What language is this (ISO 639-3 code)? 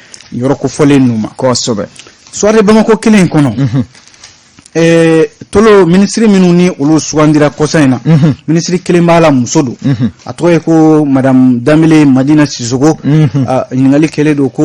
bam